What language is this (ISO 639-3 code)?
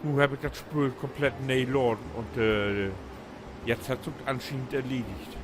nds